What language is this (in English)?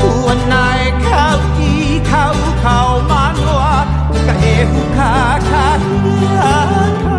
Hawaiian